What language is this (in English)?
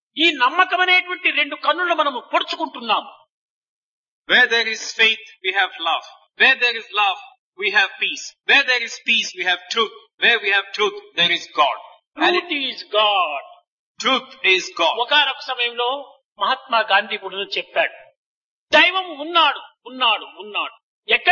Telugu